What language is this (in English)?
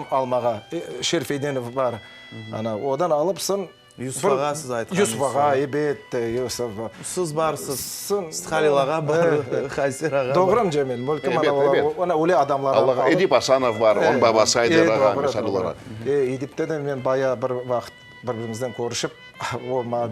Crimean Tatar